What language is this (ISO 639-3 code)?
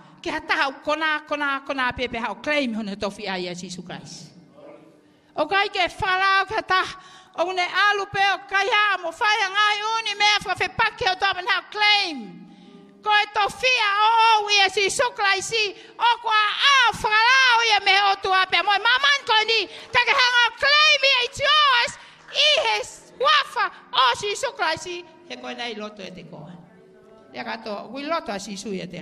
ton